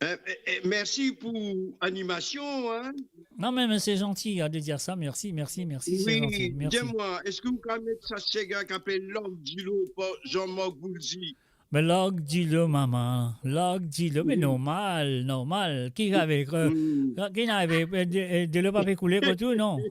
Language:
Morisyen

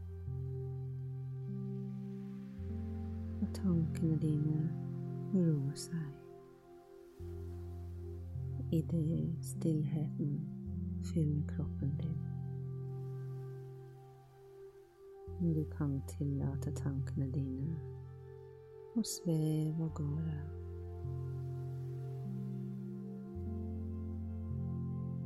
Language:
Norwegian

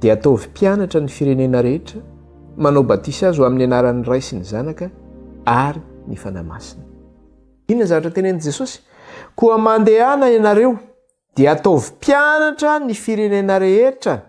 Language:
Malagasy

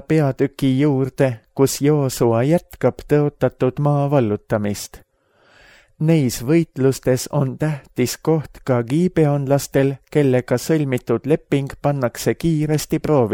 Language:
Estonian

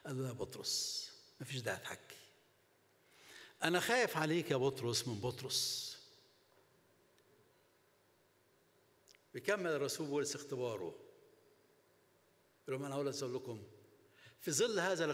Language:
Egyptian Arabic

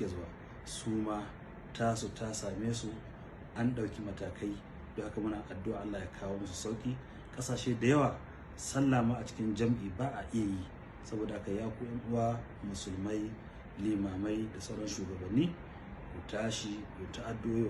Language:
Hausa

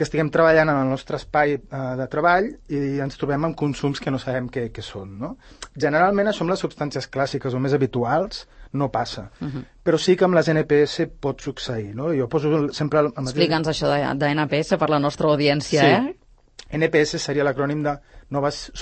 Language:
Catalan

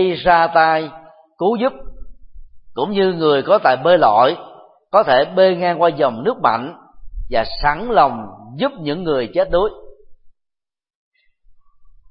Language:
Vietnamese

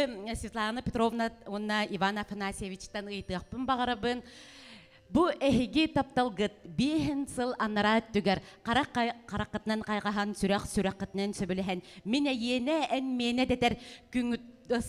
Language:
Yakut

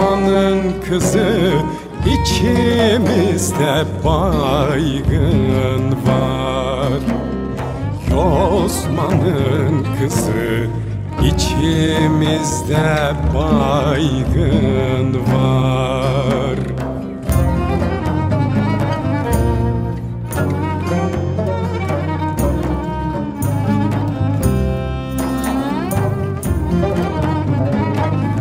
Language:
Turkish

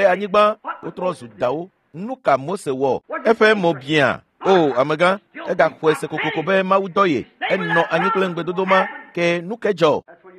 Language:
Ewe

